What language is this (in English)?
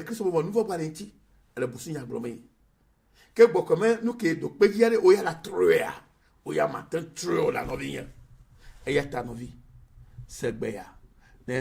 Ewe